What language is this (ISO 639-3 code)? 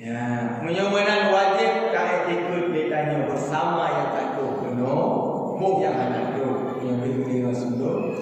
ace